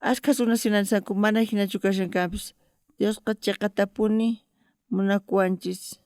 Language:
South Bolivian Quechua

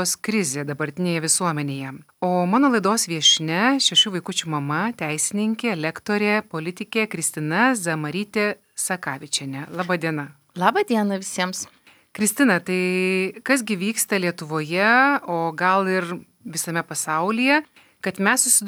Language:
Lithuanian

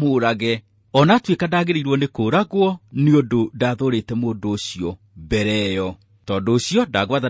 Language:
Kikuyu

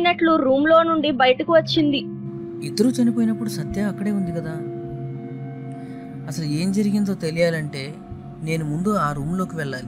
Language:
Telugu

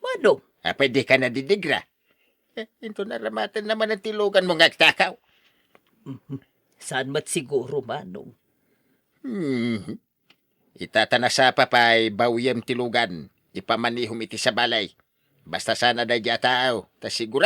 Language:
Iloko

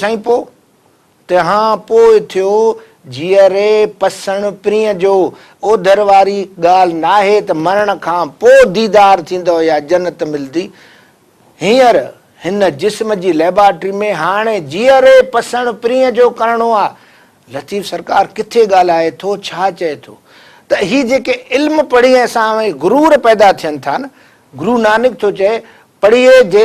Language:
Sindhi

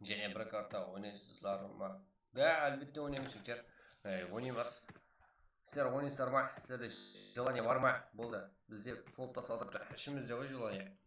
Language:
Kara-Kalpak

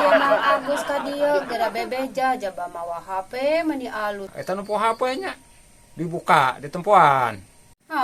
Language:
Sundanese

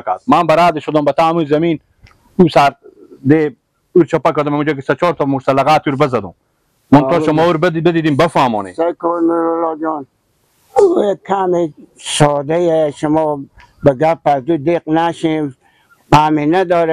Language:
Persian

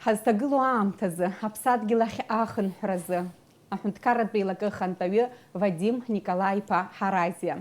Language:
Abkhazian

